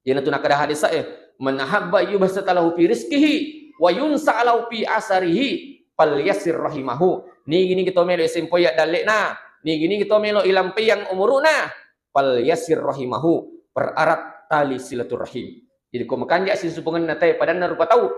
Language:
Buginese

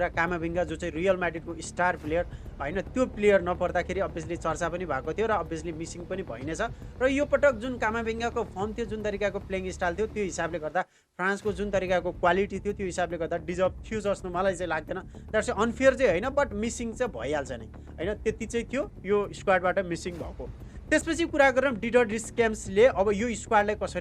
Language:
Nepali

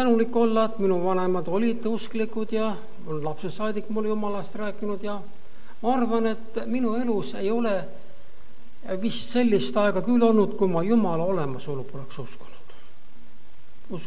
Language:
Estonian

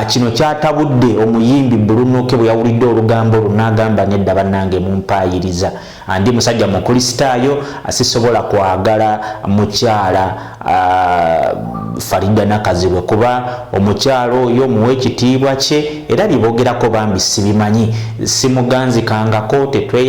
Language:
Ganda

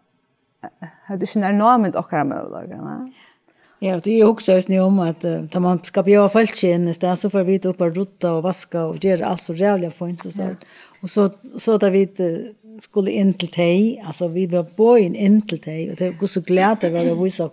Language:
Faroese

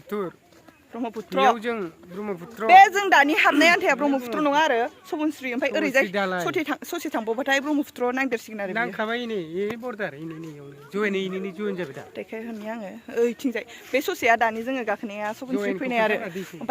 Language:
Bodo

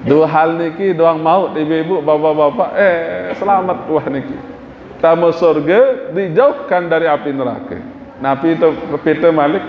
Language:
Sasak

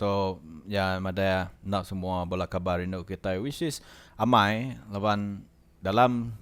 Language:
Iban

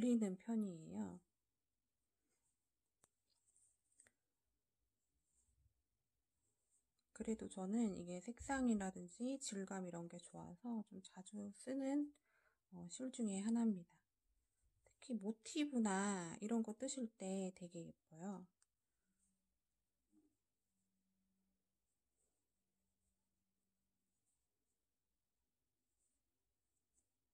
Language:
Korean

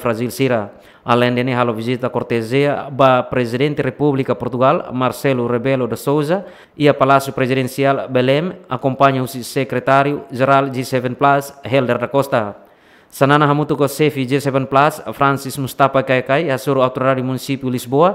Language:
Tetum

